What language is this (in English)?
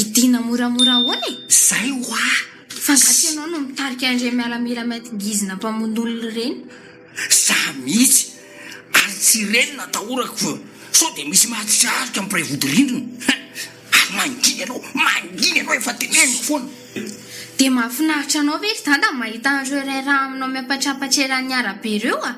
Malagasy